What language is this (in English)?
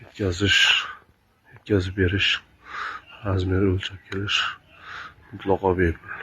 Uzbek